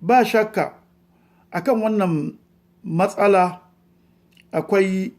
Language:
Hausa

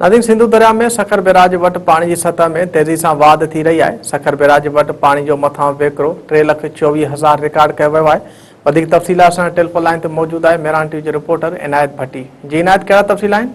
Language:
Sindhi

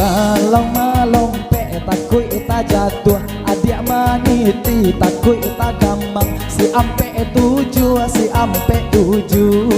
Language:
Minangkabau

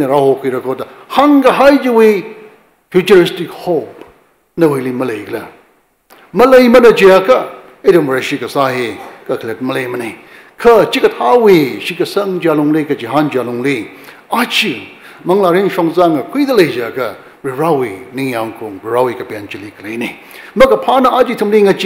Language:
Tangkhul Naga (India)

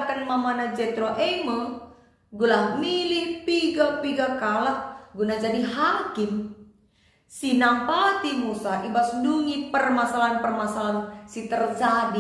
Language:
Batak Karo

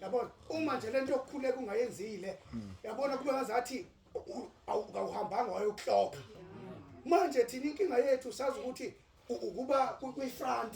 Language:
Zulu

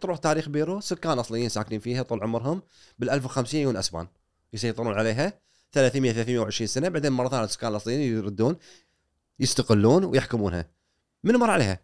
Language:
Gulf Arabic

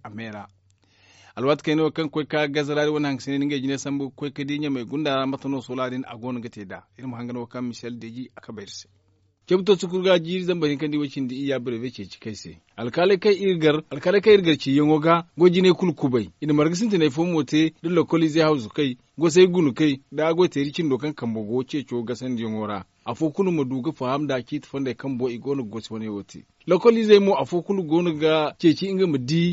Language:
Zarma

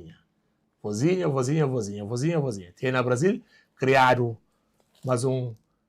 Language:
Kabuverdianu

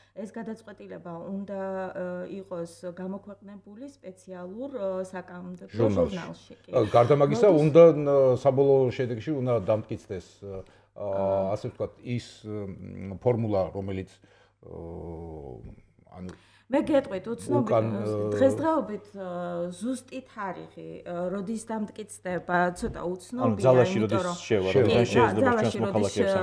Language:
Georgian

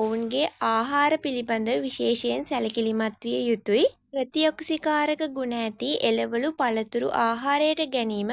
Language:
Sinhala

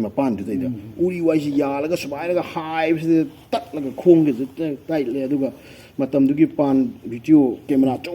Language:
Manipuri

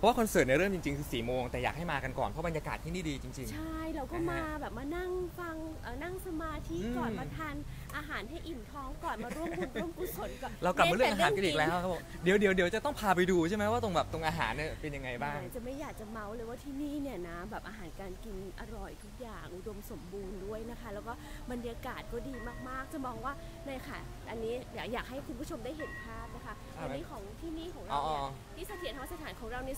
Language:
Thai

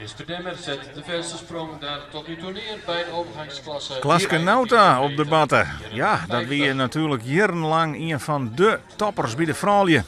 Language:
Western Frisian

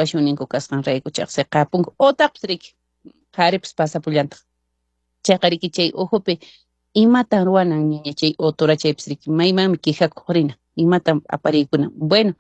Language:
Quechua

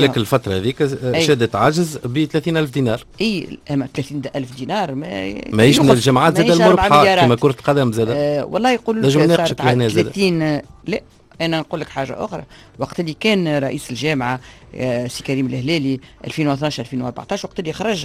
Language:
Tunisian Arabic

